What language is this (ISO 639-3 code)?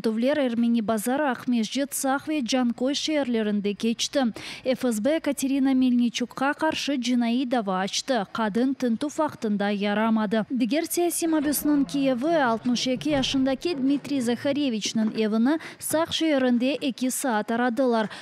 crh